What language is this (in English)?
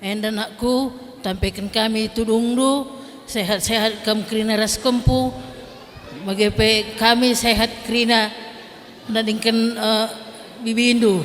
Batak Karo